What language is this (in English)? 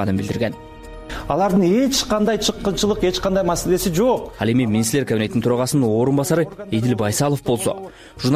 Kyrgyz